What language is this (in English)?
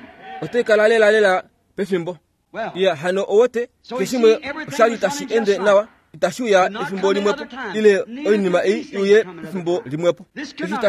Kuanyama